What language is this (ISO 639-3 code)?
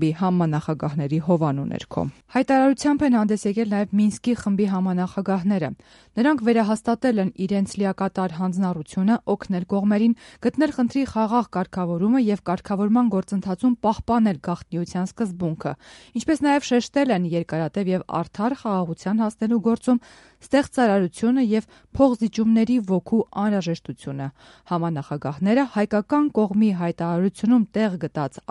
hye